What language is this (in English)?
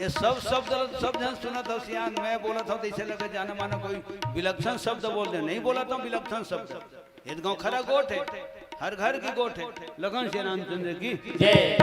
Chhattisgarhi